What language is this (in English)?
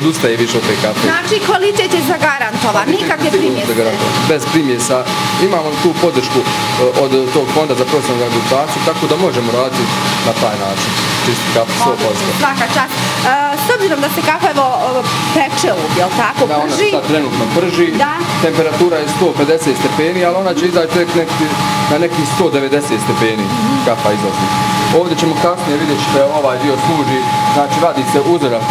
Bosnian